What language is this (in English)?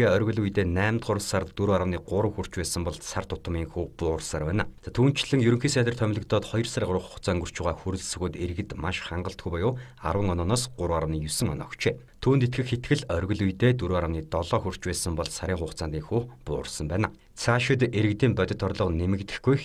Mongolian